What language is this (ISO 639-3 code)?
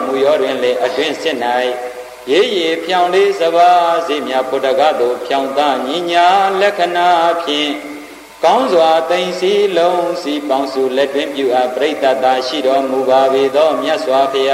mya